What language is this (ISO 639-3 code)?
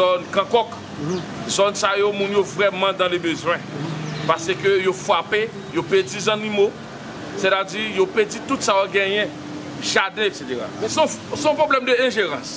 hat